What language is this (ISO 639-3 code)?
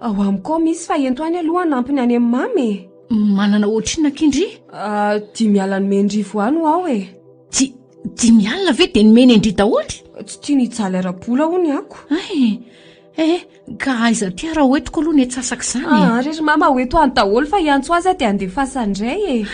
mlg